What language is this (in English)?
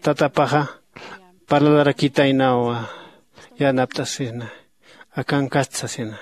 Aymara